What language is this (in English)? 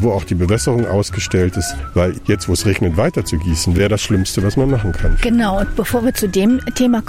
German